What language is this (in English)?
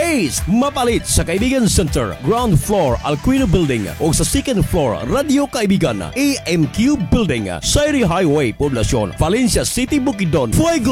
Cebuano